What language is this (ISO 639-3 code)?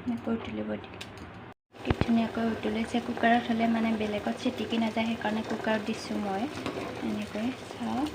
asm